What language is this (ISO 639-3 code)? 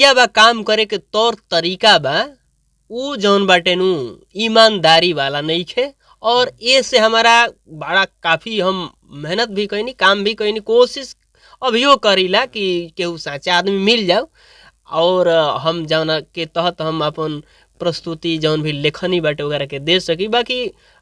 bho